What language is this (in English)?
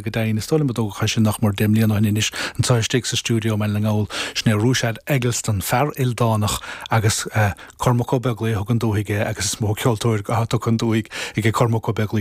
Irish